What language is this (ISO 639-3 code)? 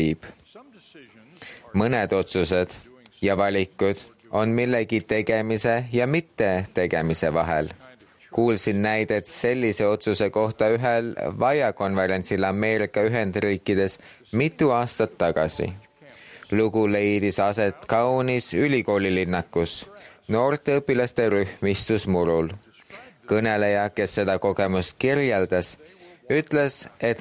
est